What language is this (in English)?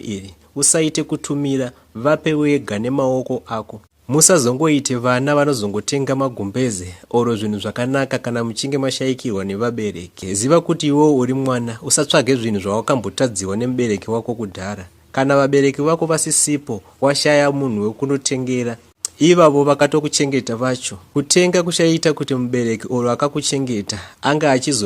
Shona